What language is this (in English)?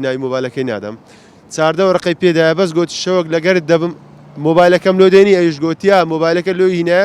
Central Kurdish